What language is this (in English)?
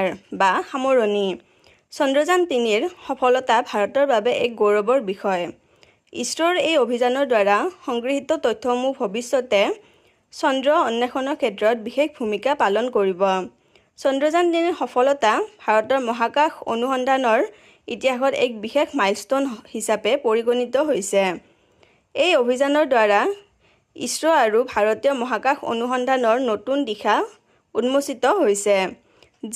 Assamese